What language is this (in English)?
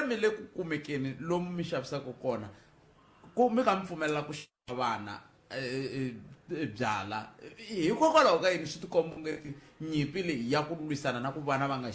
Tsonga